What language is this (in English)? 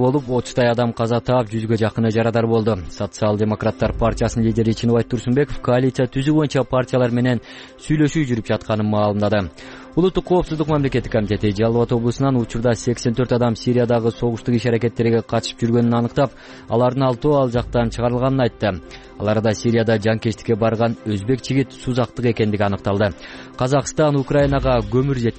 Kyrgyz